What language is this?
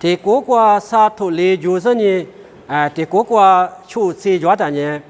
Lisu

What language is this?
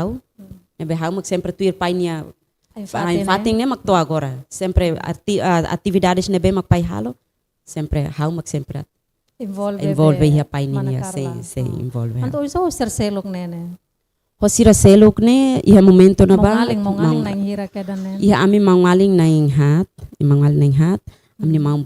Tetum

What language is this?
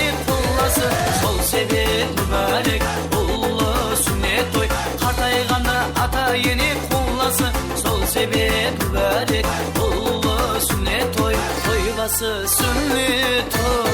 Kara-Kalpak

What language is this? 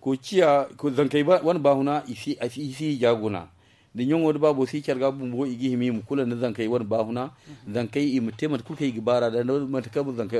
Zarma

